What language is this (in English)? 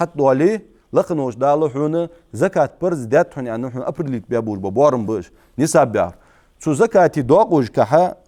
Ingush